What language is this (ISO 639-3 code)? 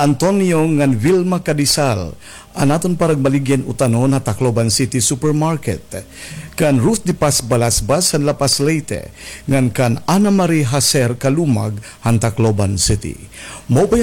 war